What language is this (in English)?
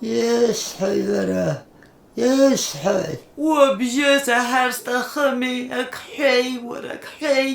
Abkhazian